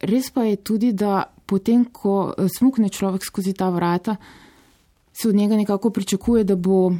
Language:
Slovenian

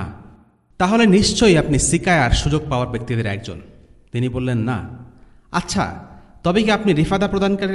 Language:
Bangla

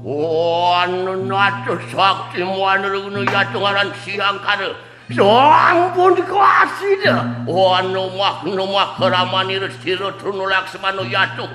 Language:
Balinese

